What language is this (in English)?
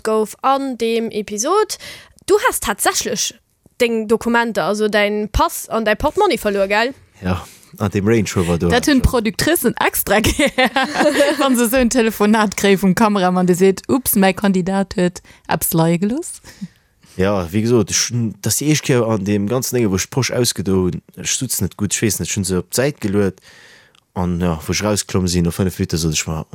Luxembourgish